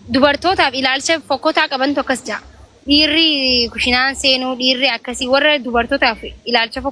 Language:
Oromo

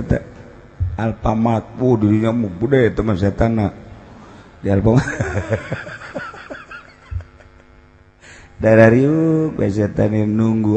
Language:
Sundanese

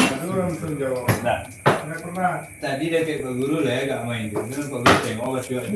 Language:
Minangkabau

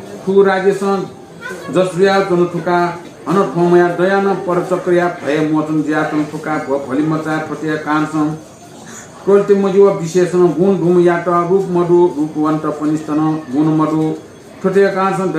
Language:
Newari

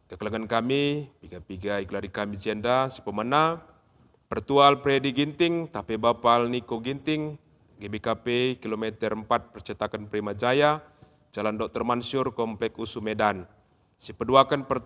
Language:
Batak Karo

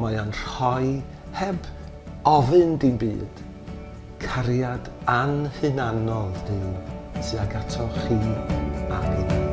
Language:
Welsh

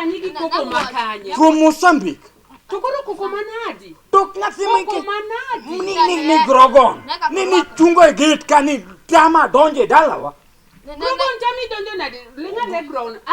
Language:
Luo (Kenya and Tanzania)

